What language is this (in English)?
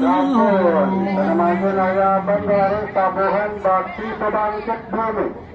Balinese